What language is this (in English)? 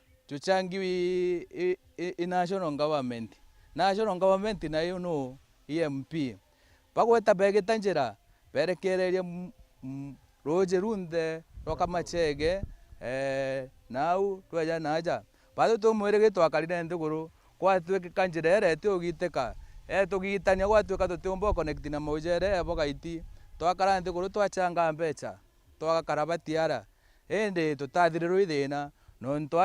Meru